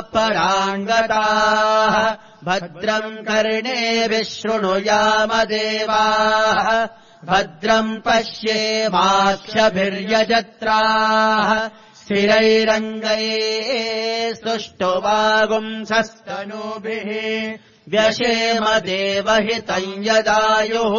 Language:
Sanskrit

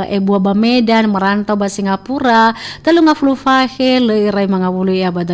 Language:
Nias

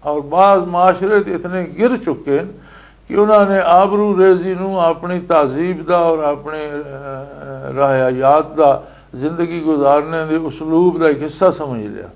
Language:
Western Panjabi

